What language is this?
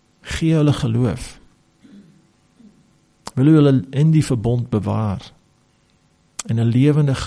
Afrikaans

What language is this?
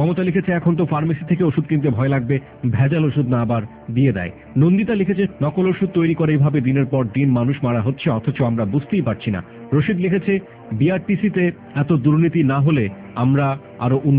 Bangla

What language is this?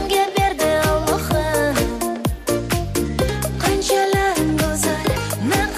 Kara-Kalpak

